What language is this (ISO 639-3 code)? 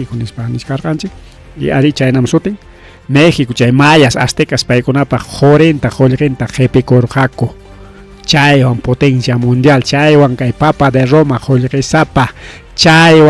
quy